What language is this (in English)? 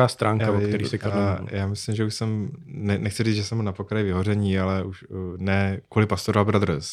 Czech